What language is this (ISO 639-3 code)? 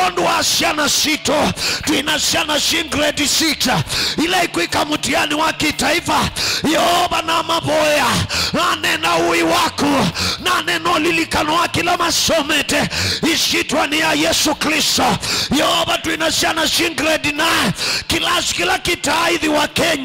kam